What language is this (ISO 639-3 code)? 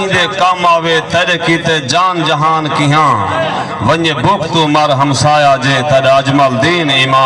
skr